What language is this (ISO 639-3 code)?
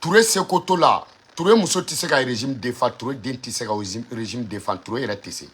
bam